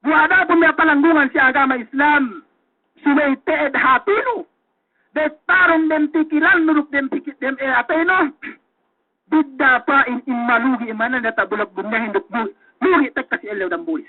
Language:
Yakan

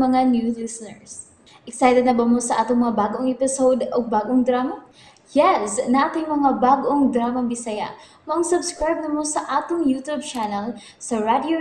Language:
Cebuano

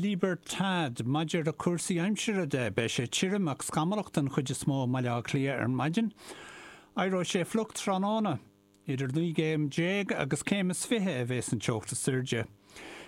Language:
Irish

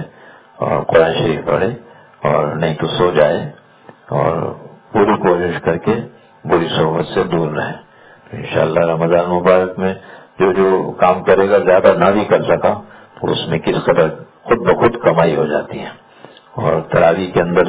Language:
Urdu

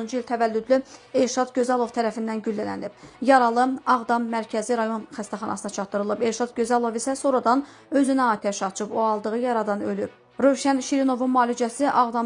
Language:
Azerbaijani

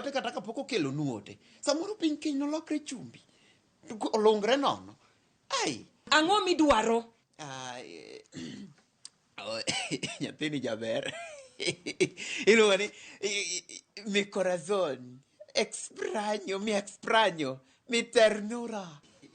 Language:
Luo (Kenya and Tanzania)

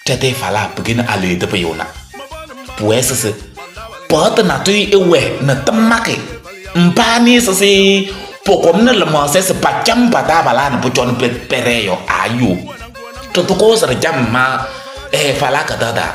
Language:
Kabiyè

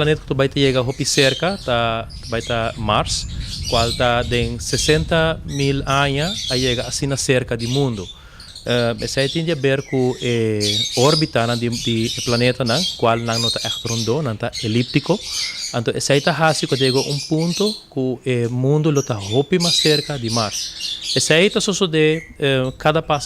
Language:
Papiamento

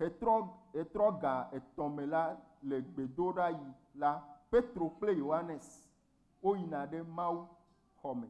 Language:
Ewe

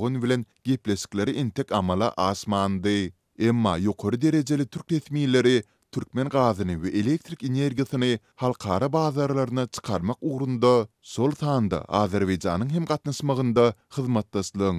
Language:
Turkmen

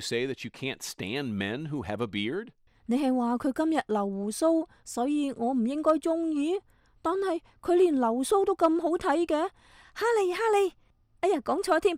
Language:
Cantonese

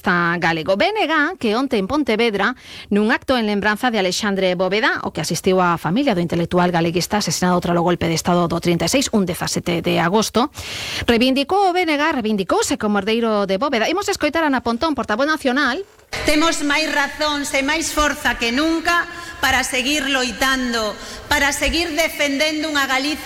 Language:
Galician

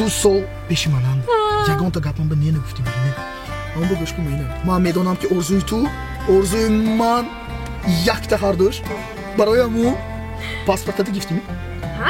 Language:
Tajik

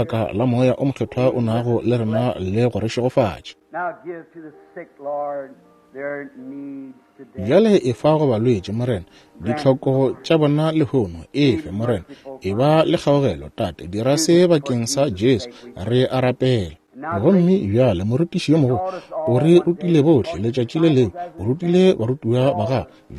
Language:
Northern Sotho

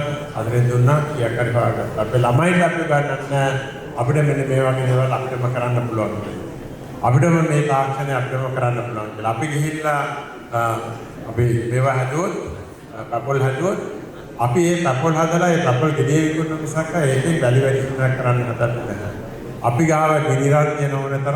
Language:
Sinhala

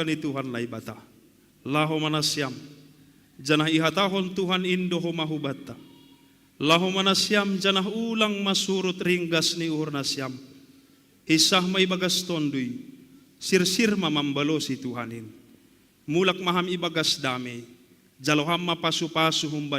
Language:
Batak Simalungun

